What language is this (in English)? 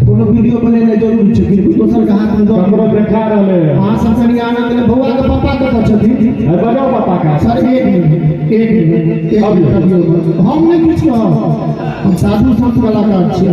Maithili